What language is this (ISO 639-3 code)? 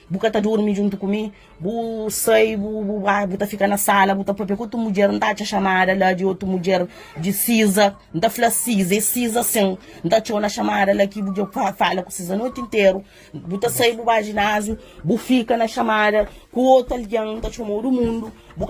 kea